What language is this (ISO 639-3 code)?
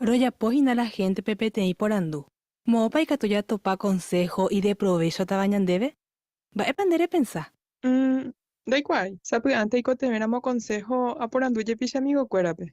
grn